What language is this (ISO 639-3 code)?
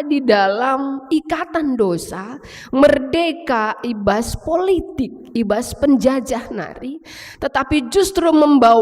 btx